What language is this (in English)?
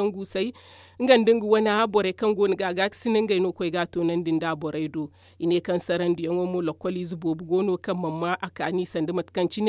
Zarma